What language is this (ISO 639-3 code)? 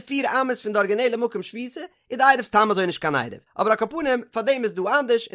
yid